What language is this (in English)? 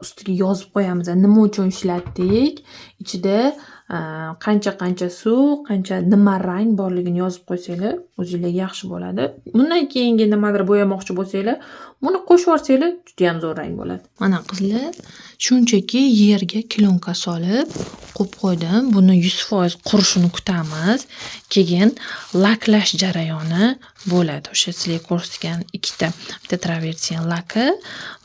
Uzbek